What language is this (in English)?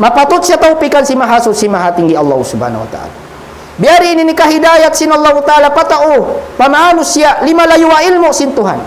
Tausug